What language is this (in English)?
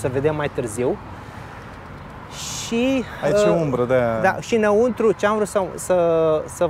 Romanian